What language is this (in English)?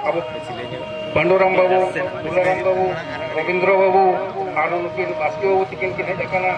Santali